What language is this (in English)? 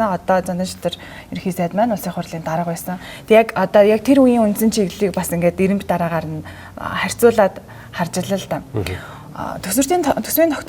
Mongolian